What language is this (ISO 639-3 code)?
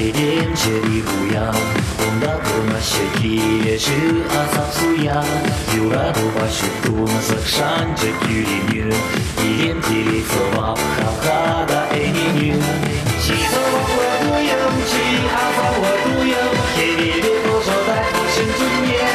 chv